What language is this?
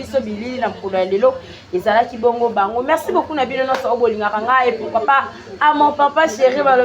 Lingala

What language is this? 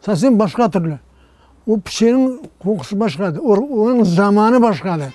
Crimean Tatar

